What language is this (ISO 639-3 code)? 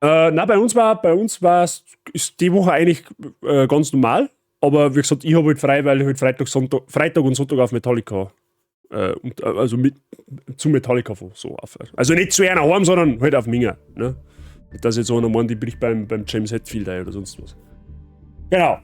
bar